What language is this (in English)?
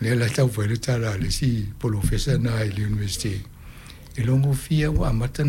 Samoan